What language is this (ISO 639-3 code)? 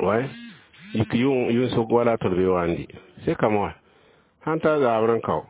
mos